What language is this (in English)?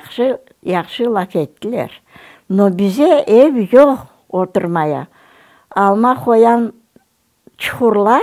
Crimean Tatar